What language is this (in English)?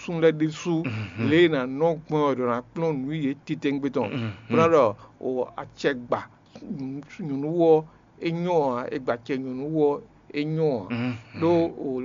Fon